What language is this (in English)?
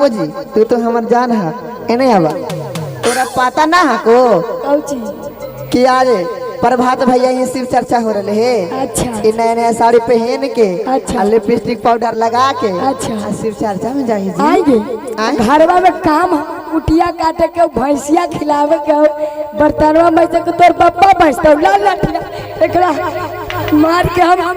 Magahi